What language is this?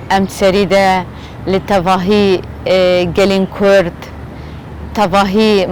Kurdish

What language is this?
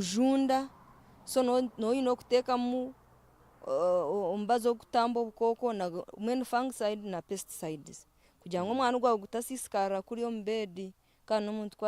Nyankole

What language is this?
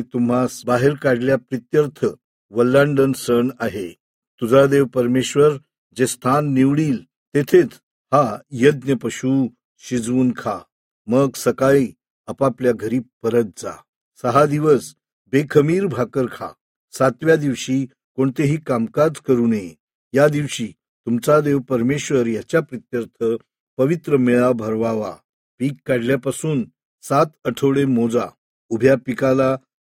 Marathi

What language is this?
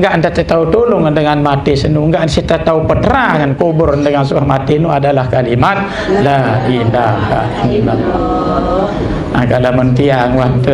Sasak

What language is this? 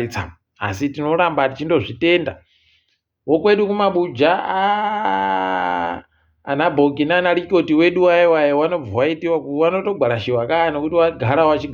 Ndau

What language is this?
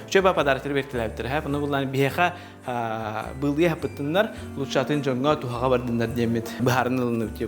Yakut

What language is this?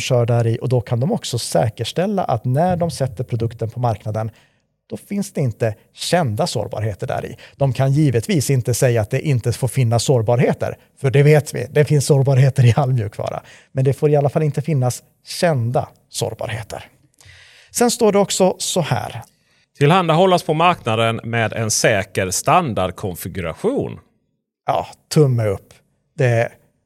Swedish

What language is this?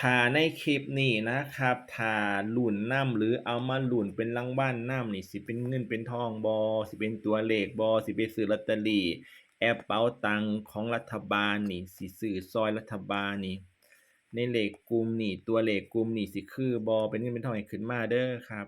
Northeastern Thai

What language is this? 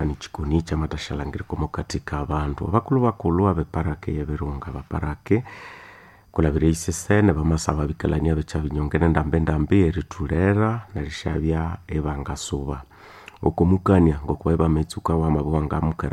Nande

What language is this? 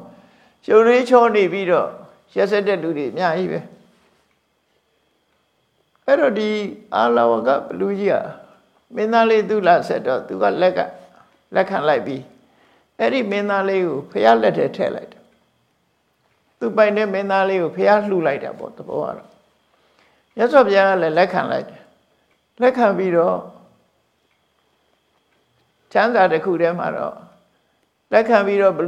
Burmese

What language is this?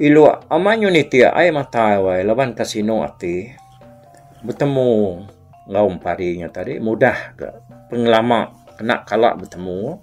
Iban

